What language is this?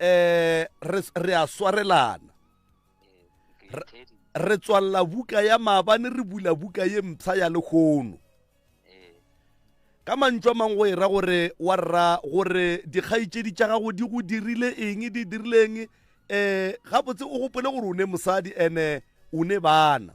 Northern Sotho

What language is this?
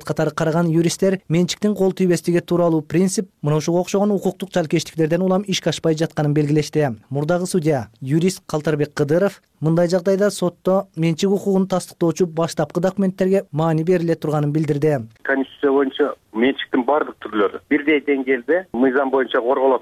Kyrgyz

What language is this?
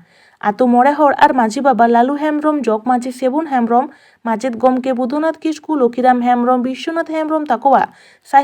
Santali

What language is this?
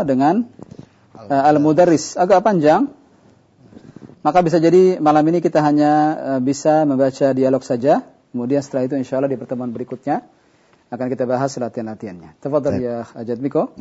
Indonesian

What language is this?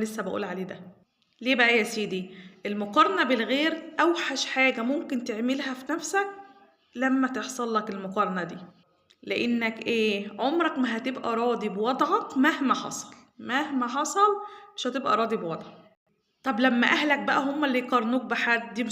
Egyptian Arabic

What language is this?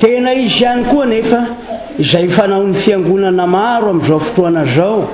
Malagasy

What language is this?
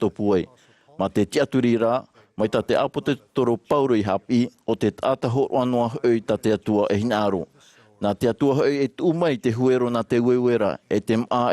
Tahitian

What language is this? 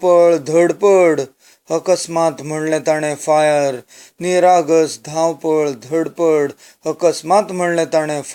Konkani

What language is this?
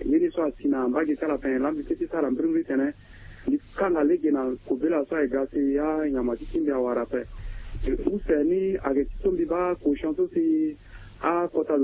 Sango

